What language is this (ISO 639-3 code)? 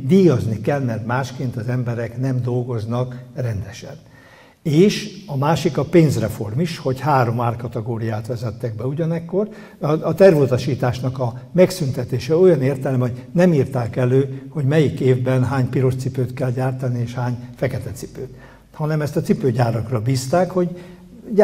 hun